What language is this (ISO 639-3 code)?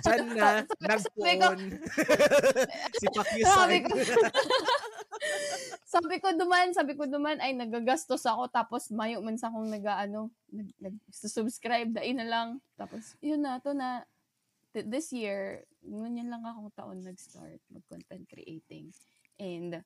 bik